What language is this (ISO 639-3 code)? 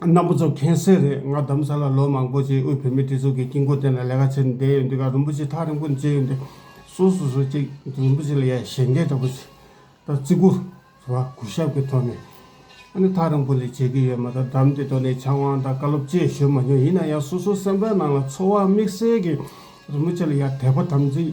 bod